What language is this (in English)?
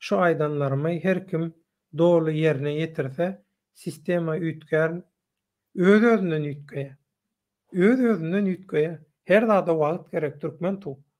Turkmen